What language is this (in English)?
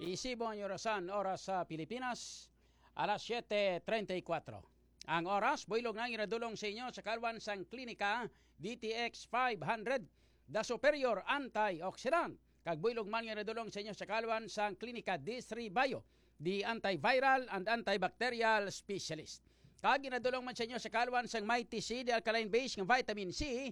Hiligaynon